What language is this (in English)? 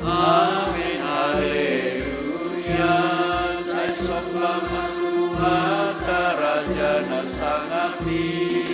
Batak Simalungun